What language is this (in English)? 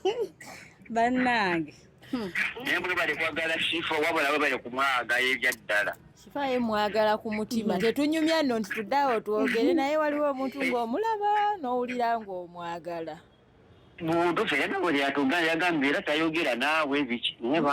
Ganda